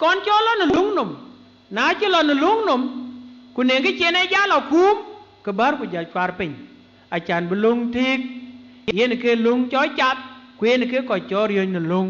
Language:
Dinka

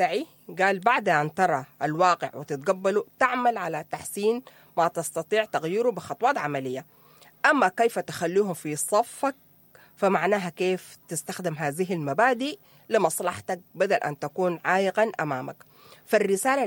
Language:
Sudanese Arabic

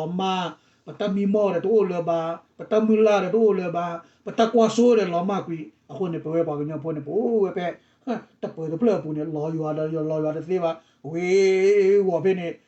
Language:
S'gaw Karen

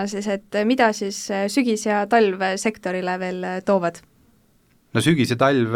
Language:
Estonian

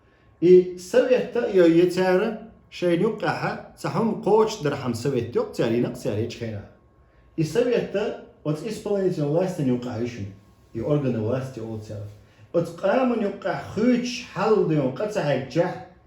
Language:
Chechen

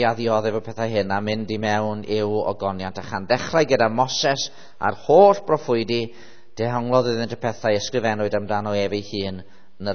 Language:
Welsh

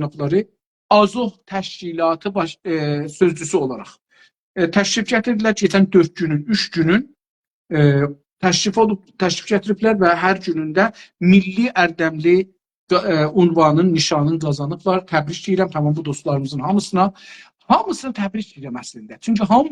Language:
South Azerbaijani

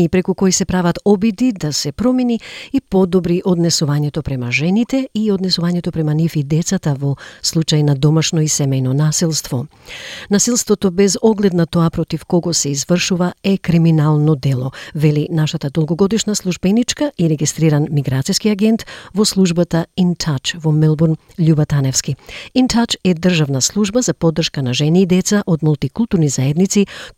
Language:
Macedonian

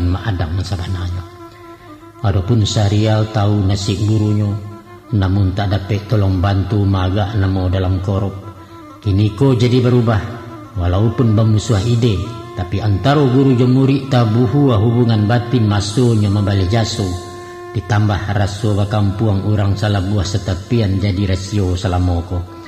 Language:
Minangkabau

